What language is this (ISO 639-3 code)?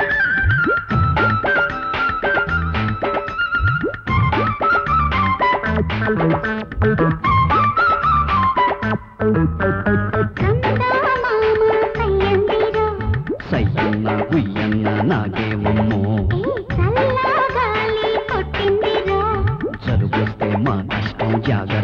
tel